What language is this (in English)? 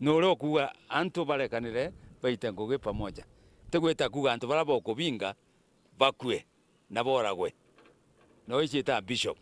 Meru